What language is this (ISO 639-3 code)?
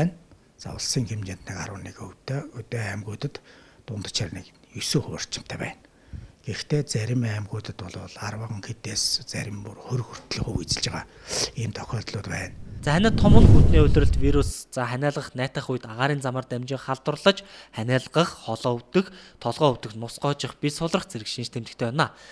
mon